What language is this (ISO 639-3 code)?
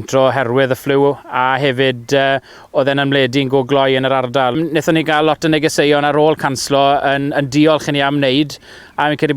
cym